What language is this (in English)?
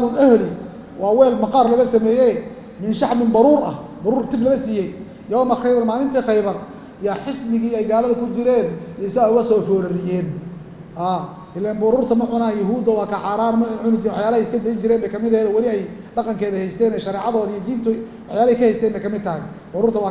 Somali